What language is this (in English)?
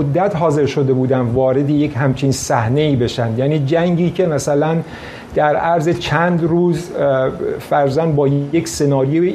Persian